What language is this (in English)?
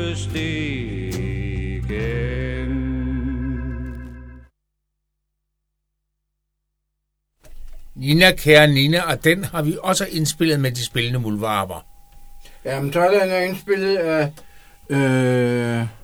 Danish